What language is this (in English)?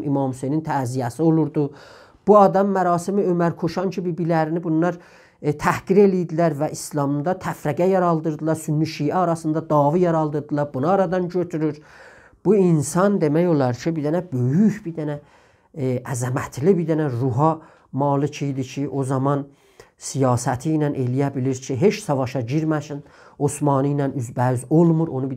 South Azerbaijani